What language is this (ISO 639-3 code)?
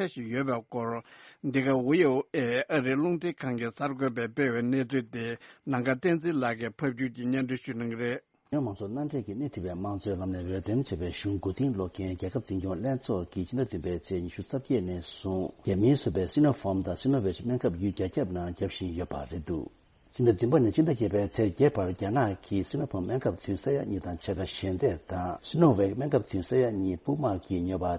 bod